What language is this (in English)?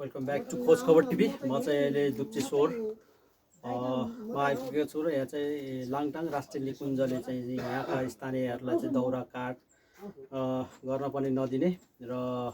Nepali